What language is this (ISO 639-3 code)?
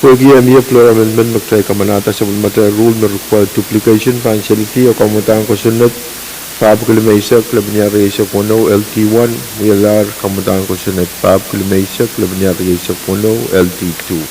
pon